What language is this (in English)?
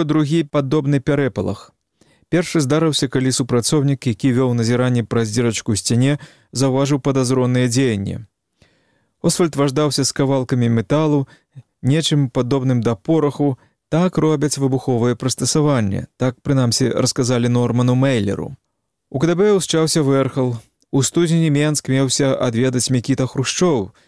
Belarusian